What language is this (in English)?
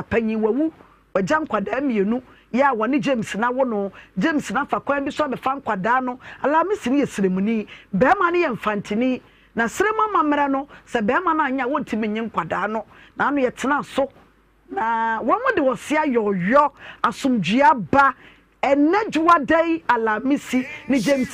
Akan